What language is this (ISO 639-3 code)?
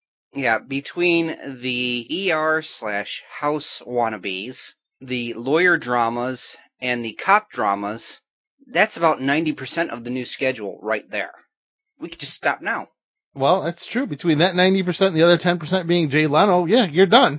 eng